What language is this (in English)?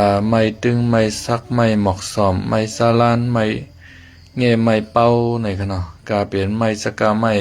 Shan